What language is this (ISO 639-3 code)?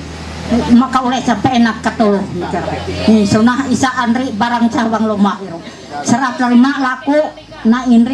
mhy